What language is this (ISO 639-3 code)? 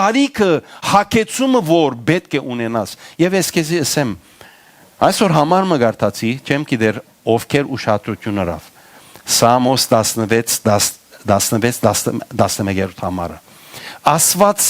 hyw